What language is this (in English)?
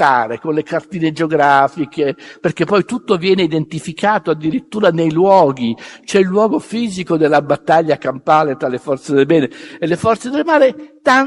Italian